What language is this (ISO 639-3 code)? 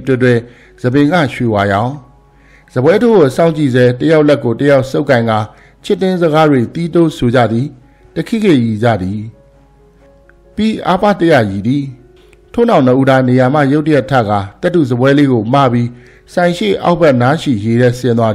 mya